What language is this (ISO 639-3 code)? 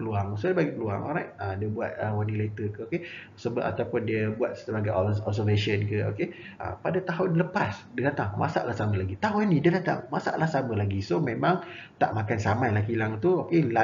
msa